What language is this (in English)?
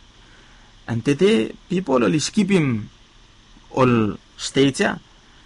Bislama